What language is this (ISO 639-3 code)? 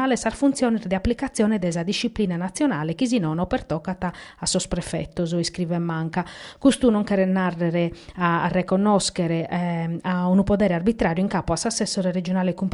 srd